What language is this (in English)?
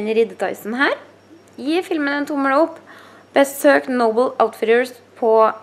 Norwegian